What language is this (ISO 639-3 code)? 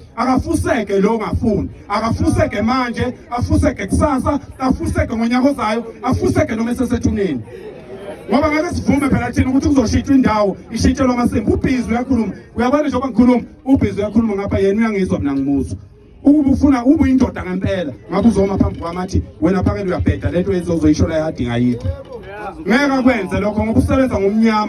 zul